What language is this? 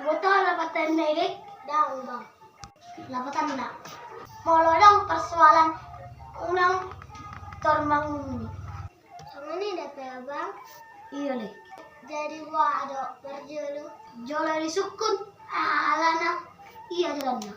Batak Toba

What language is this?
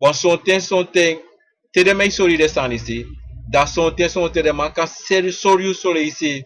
Sranan Tongo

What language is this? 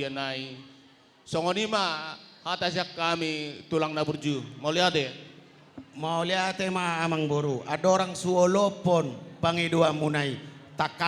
Batak Toba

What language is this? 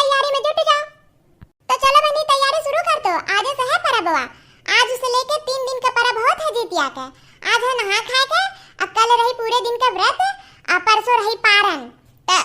Awadhi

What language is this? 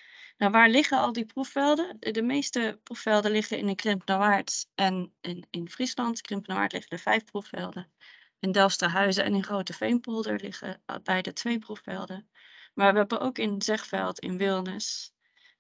Dutch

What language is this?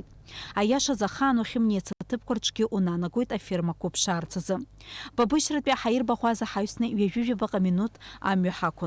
Abkhazian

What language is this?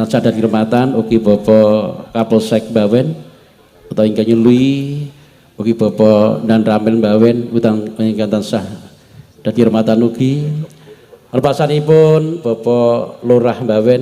Javanese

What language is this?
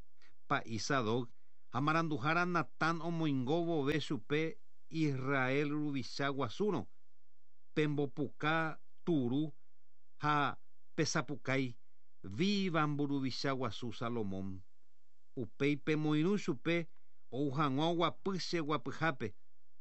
Guarani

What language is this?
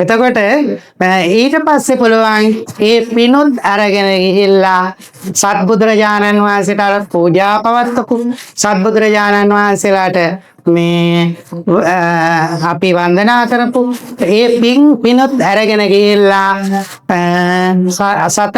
Sinhala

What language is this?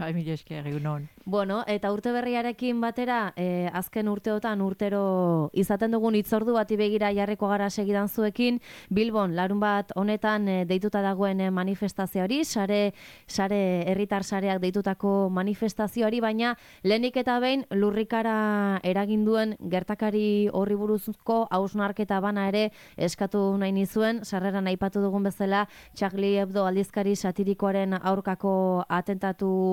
Basque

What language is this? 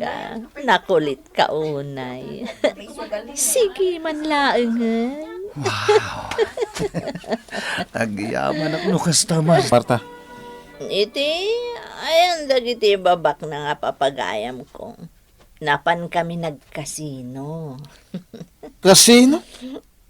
Iloko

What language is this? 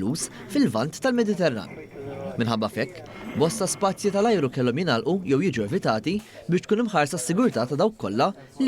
Maltese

